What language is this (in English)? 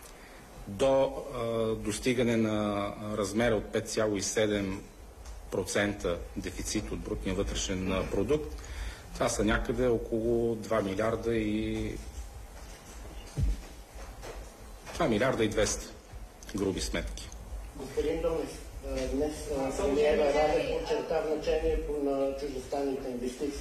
Bulgarian